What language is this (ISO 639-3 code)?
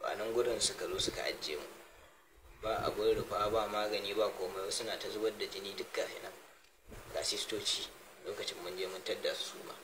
hau